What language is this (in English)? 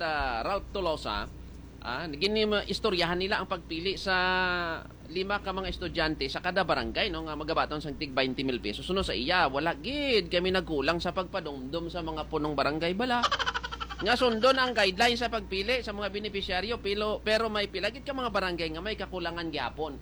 Hiligaynon